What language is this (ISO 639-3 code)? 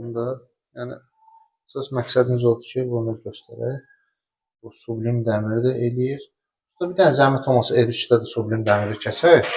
aze